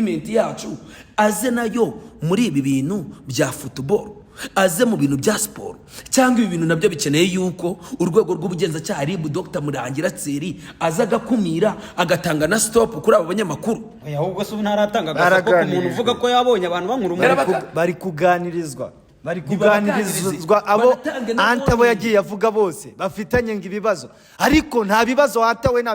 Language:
Kinyarwanda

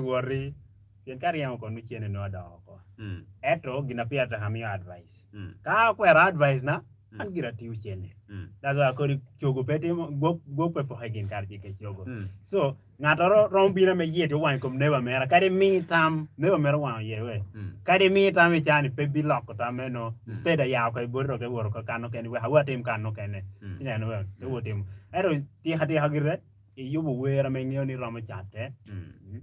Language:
Acoli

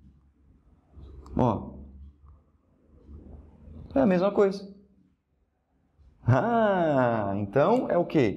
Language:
Portuguese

